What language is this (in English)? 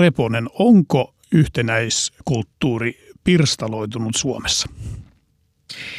Finnish